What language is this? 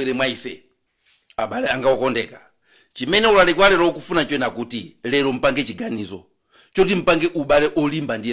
Nyanja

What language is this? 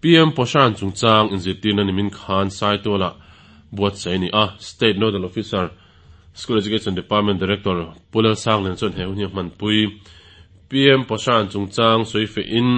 Mizo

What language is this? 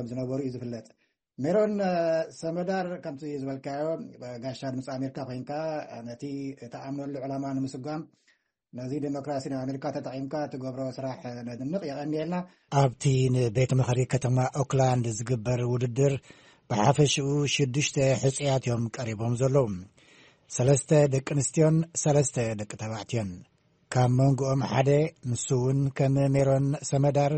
Tigrinya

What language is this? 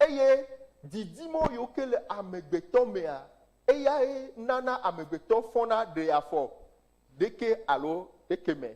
Ewe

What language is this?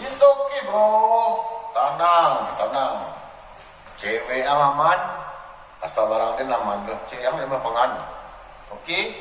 Minangkabau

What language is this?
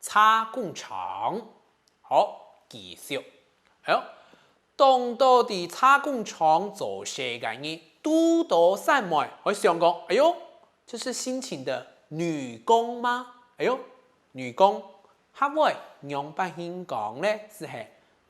Hakka Chinese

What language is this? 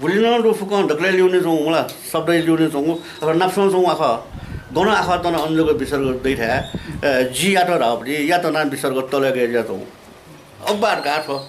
Newari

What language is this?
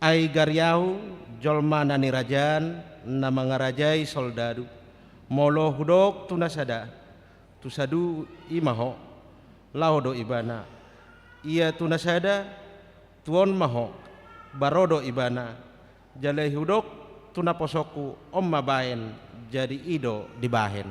Batak Toba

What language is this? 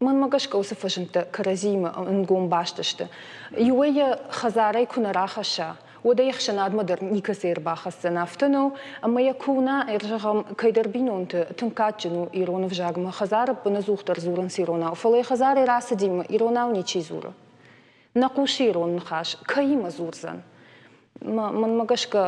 Ossetic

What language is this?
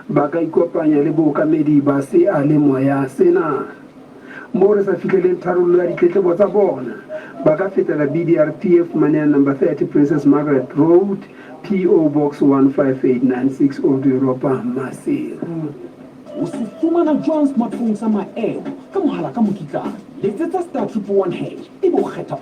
Southern Sotho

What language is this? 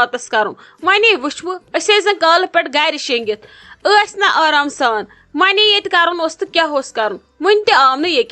Kashmiri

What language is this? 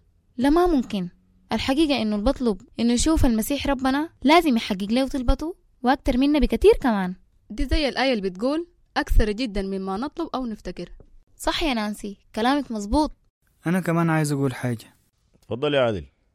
Sudanese Arabic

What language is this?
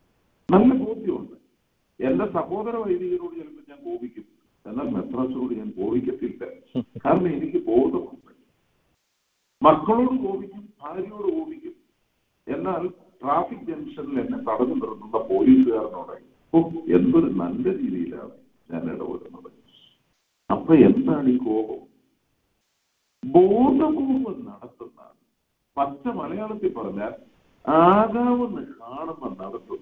Malayalam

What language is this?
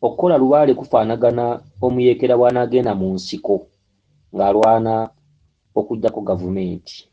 Ganda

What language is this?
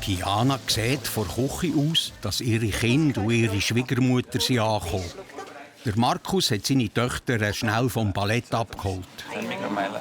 Swiss German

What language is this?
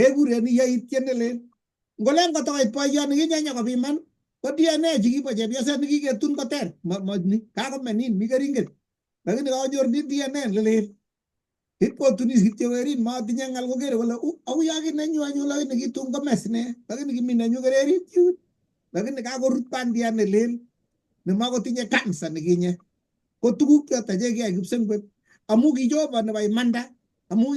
Kalenjin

